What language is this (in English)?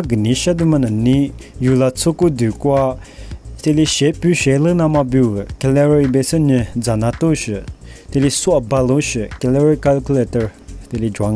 Lisu